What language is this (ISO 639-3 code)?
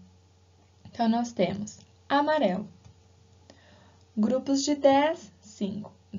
por